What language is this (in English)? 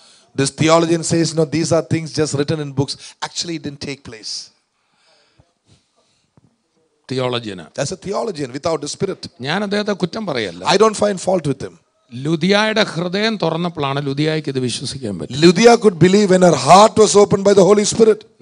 Malayalam